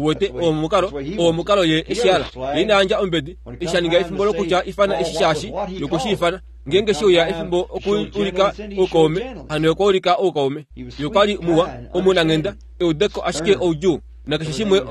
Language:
Kuanyama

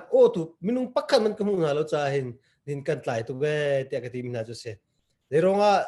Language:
Hakha Chin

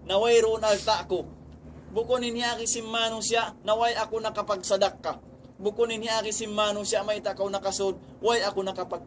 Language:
Tausug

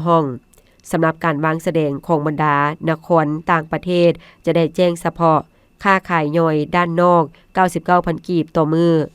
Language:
Lao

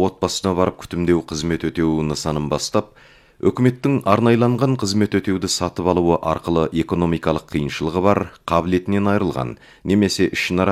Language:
Kazakh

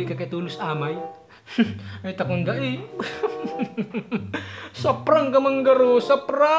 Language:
Bikol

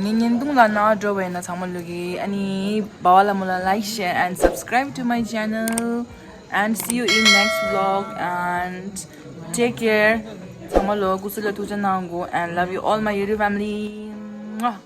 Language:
Tibetan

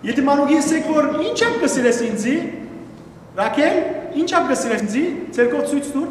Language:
Western Armenian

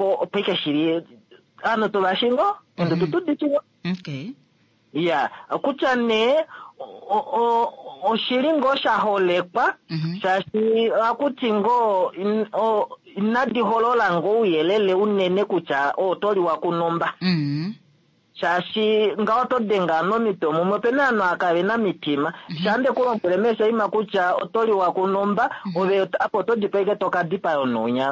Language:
Kuanyama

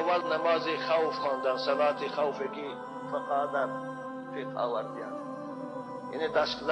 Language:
Tajik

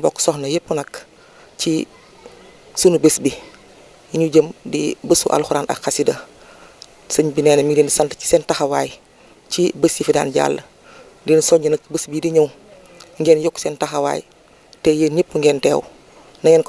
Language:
Wolof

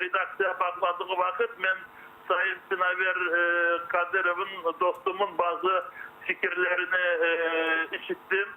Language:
Crimean Tatar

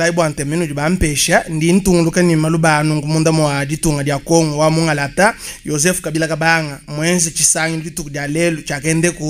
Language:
Luba-Lulua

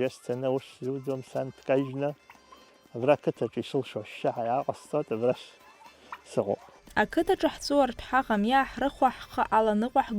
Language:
Abkhazian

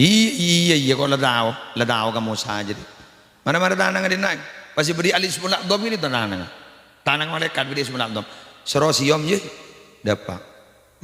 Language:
Madurese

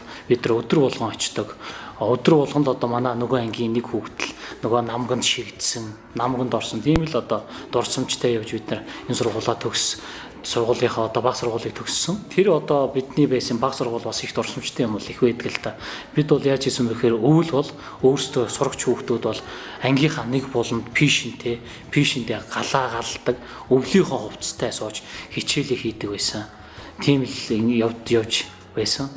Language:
Mongolian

